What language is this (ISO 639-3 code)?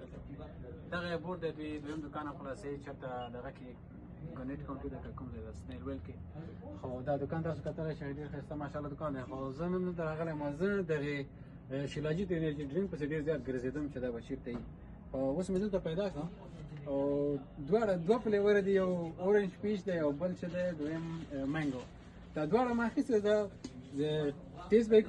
pus